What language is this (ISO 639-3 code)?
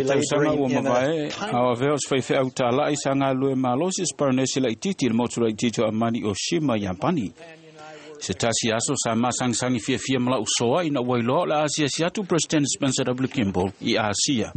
smo